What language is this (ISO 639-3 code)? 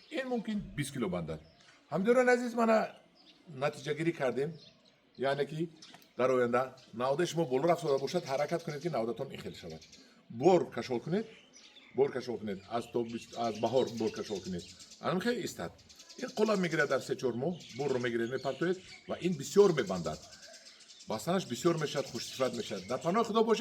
tgk